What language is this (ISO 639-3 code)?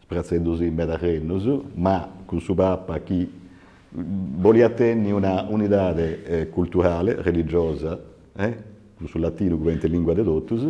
srd